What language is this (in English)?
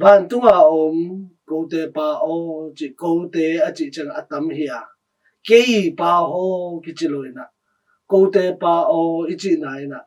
Tedim Chin